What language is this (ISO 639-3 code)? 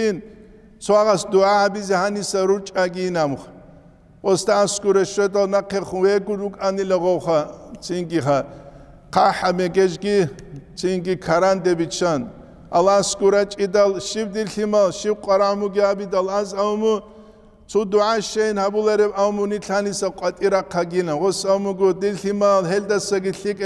ava